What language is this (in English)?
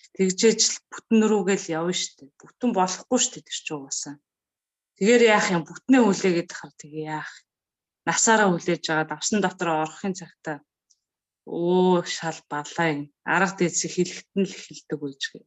Mongolian